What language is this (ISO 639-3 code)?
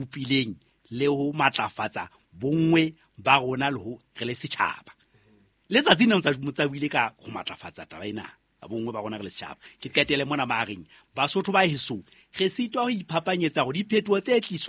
sot